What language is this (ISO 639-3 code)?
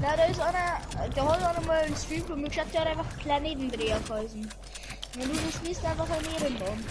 bar